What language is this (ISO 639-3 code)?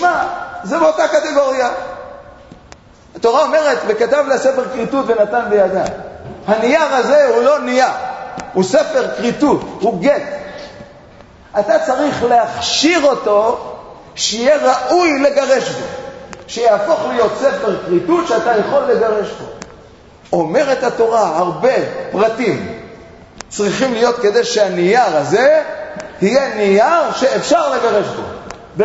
heb